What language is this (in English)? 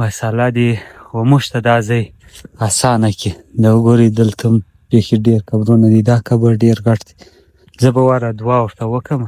Pashto